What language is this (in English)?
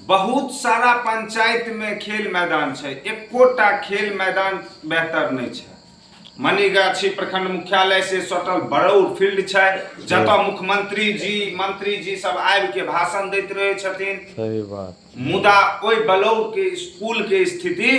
Maithili